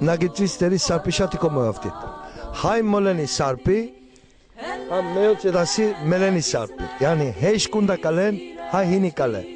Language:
Laz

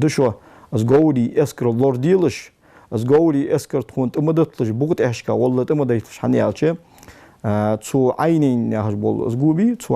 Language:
Ingush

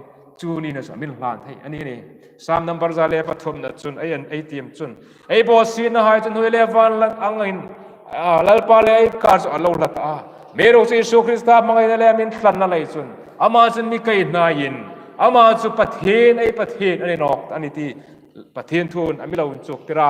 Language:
Hmar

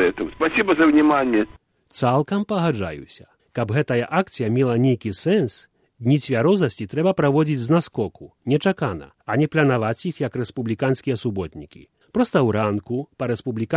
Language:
Belarusian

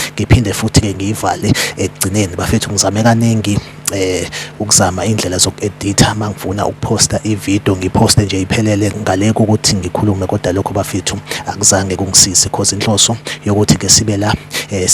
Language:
Zulu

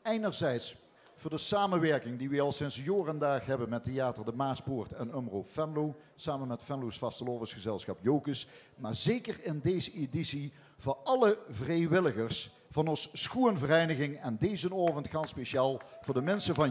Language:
Limburgish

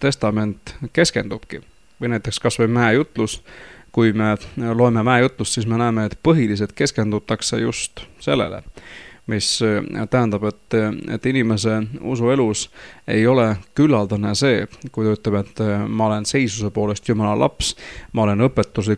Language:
Estonian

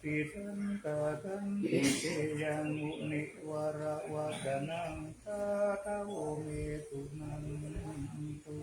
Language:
Pali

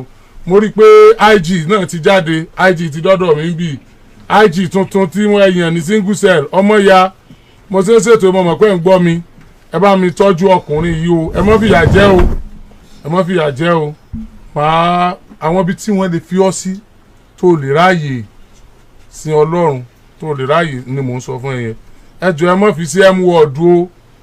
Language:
Yoruba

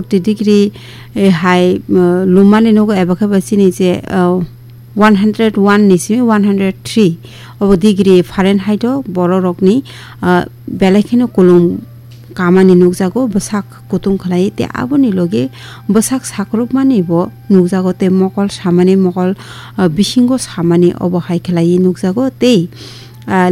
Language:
Kok Borok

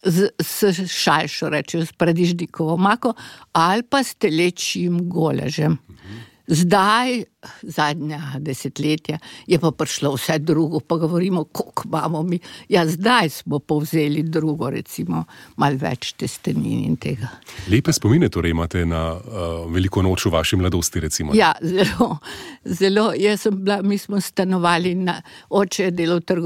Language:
Slovenian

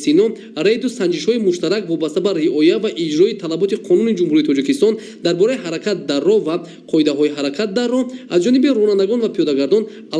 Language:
Tajik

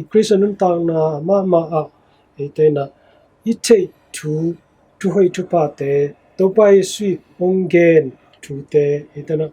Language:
Tedim Chin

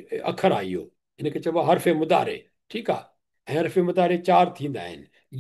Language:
Sindhi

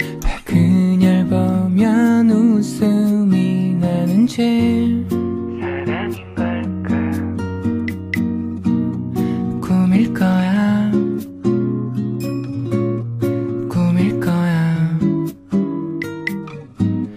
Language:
Korean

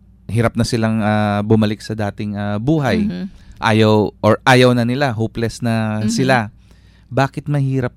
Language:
Filipino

